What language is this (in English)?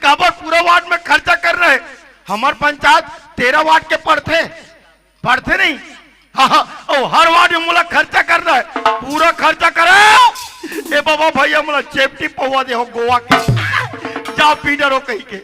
Chhattisgarhi